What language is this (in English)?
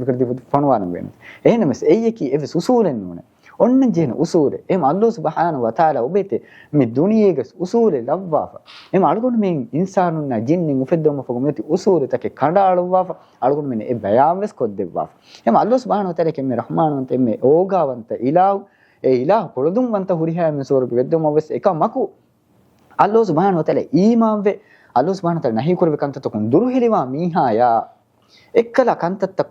Divehi